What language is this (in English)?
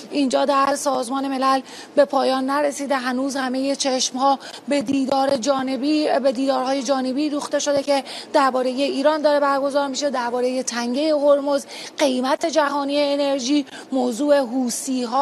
Persian